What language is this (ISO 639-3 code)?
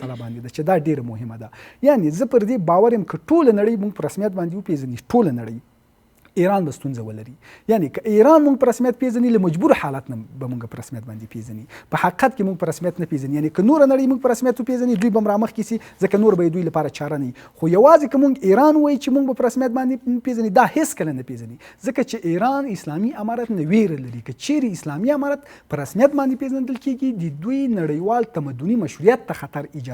pus